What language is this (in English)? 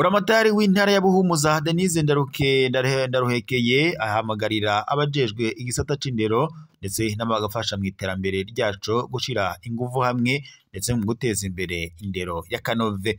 Rundi